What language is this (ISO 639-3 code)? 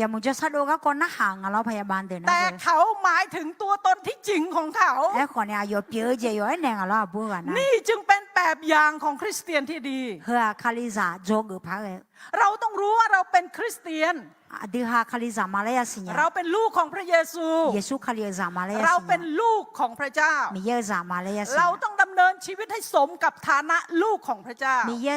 ahk